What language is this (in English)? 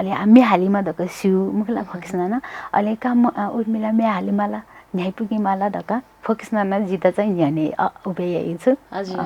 Newari